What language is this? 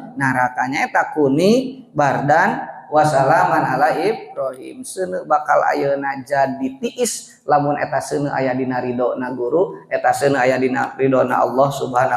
Sundanese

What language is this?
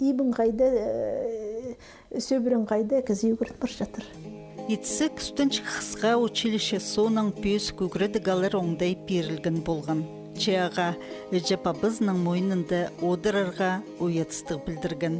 Khakas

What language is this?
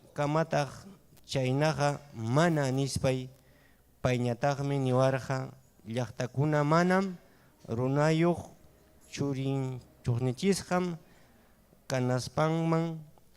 Ayacucho Quechua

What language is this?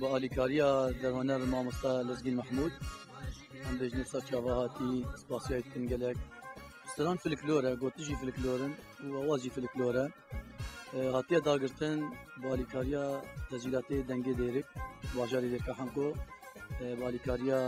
Kurdish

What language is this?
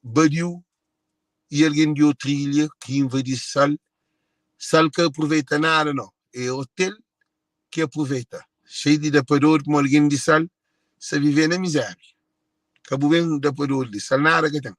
Kabuverdianu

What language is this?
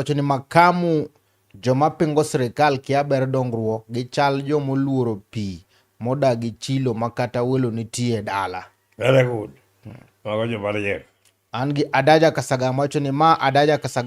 Luo (Kenya and Tanzania)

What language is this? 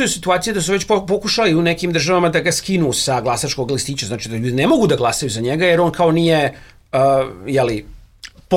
Serbian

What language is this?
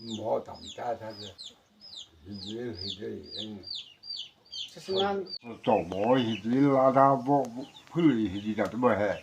Chokri Naga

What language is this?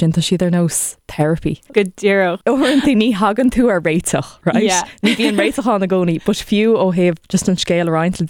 Irish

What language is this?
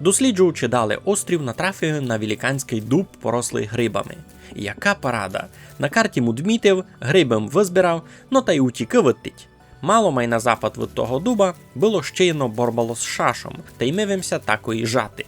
Rusyn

